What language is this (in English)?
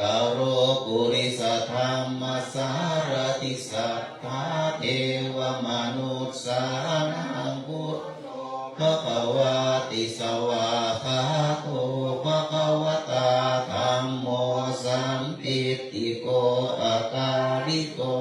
Pali